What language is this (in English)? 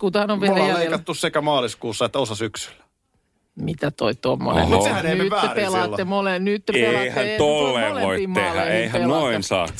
Finnish